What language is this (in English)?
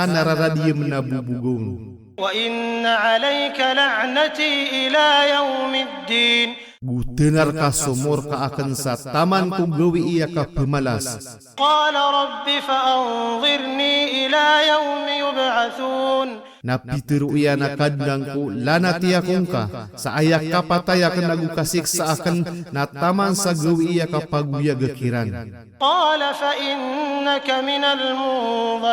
Maranao